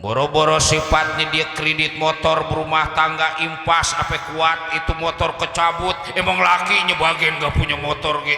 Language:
Betawi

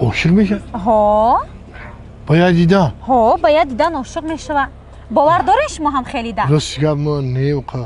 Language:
Tajik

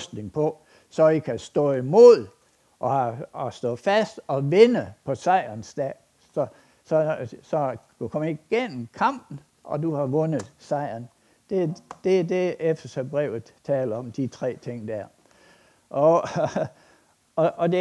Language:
Danish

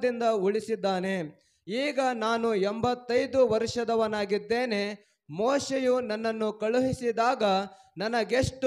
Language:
Kannada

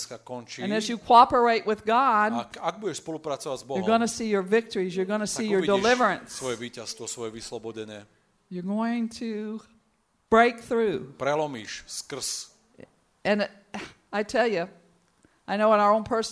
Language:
Slovak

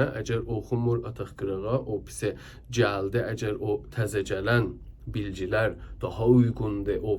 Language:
South Azerbaijani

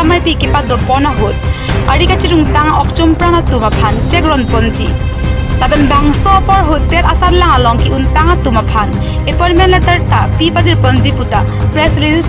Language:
Karbi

